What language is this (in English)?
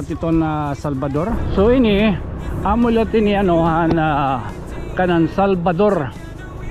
Waray